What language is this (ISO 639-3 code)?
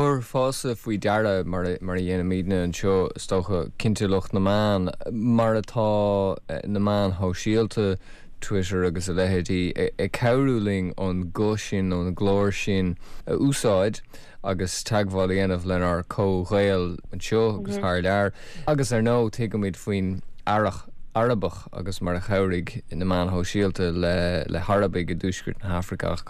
gle